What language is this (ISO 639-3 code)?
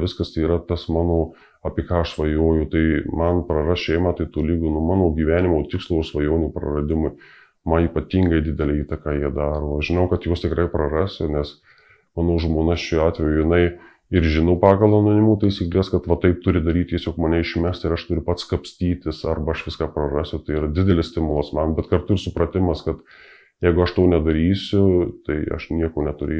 lit